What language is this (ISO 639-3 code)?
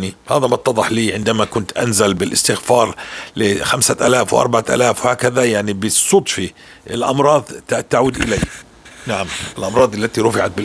apc